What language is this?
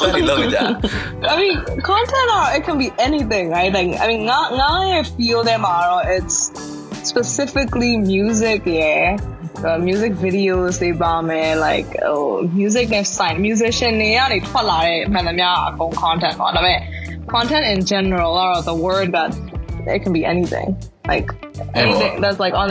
Burmese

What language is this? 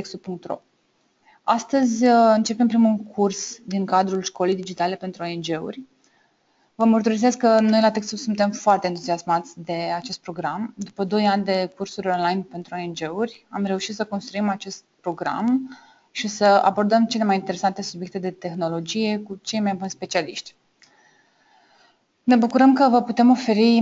Romanian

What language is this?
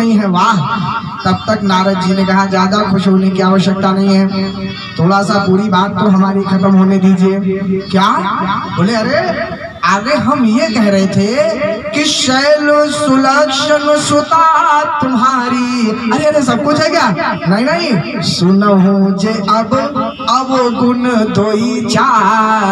Hindi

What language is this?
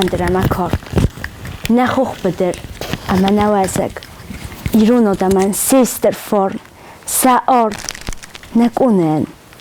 Ossetic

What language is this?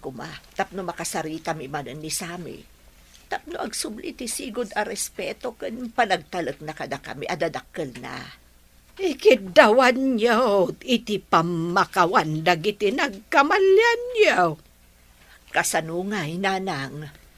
Iloko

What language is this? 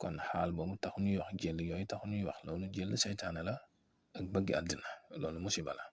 Wolof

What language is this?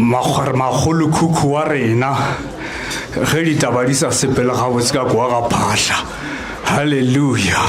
Northern Sotho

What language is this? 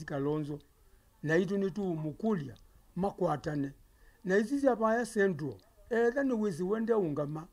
Kamba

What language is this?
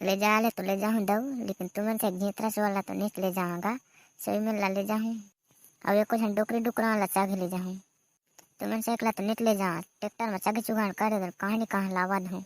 Chhattisgarhi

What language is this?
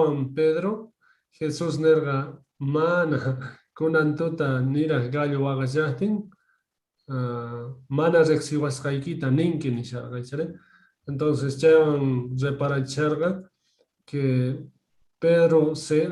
South Bolivian Quechua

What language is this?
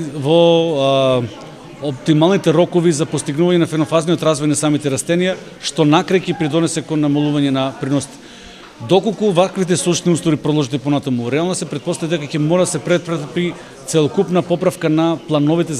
Macedonian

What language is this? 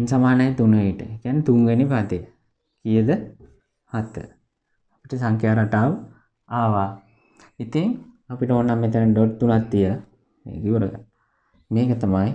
Sinhala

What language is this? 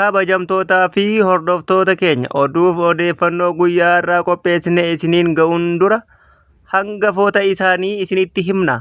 Oromo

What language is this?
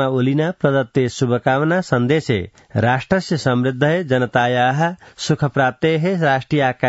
Sanskrit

